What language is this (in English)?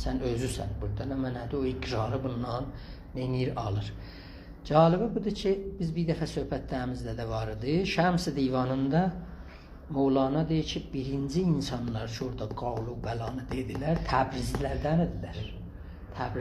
South Azerbaijani